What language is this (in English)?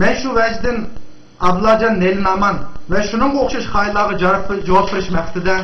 Uyghur